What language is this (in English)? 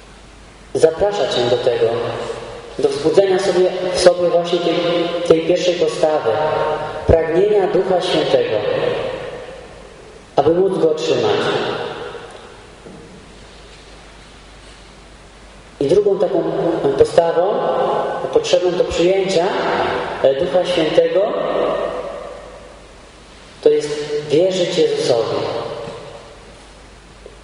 Polish